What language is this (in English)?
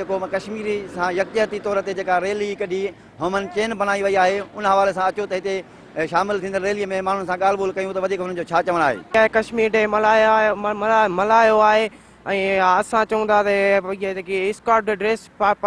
Sindhi